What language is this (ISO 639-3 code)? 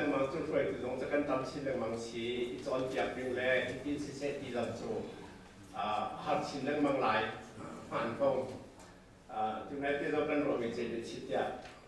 cnh